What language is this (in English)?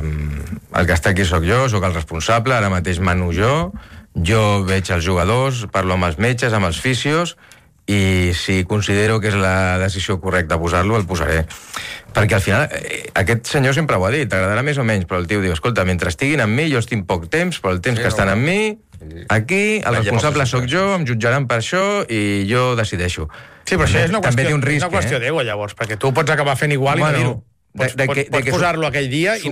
Catalan